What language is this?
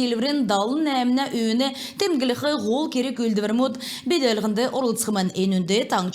Kalmyk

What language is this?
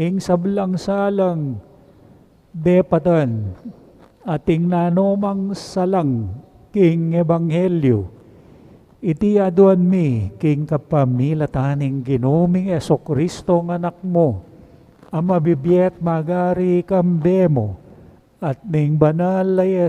Pampanga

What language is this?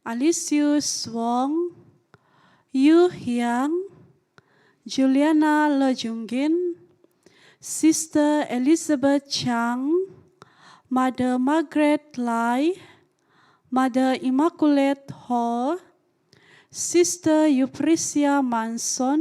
Central Dusun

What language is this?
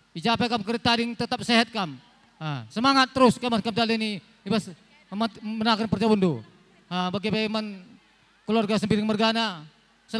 Batak Karo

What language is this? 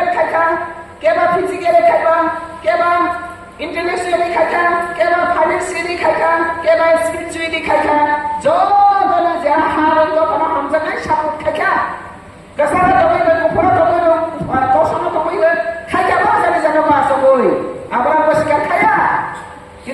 Riang (India)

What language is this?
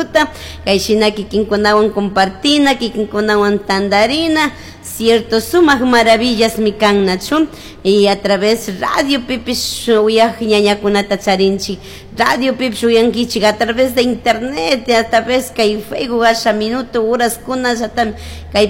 Chimborazo Highland Quichua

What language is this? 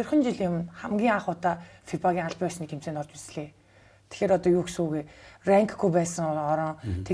Mongolian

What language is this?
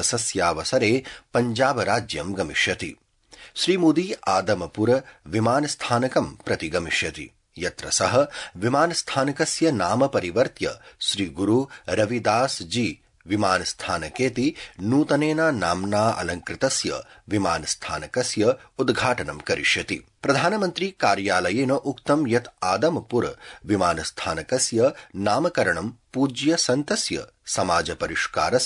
Sanskrit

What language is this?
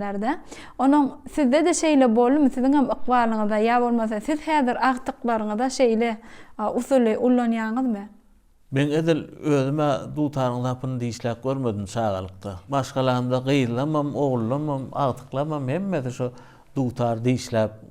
Turkmen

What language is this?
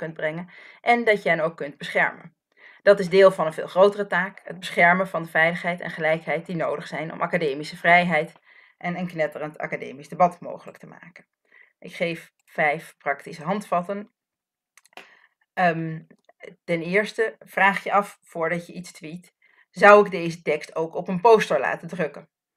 Dutch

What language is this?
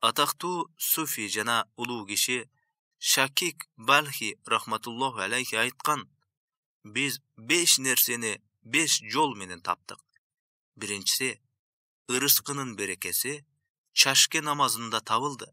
Kyrgyz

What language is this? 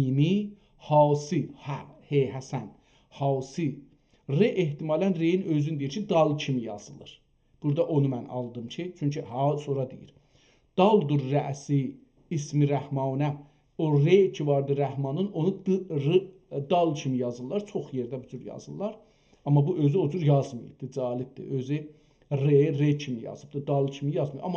South Azerbaijani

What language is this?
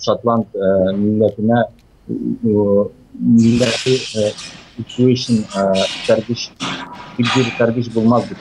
Tatar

